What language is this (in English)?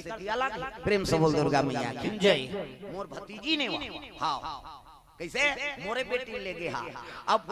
Chhattisgarhi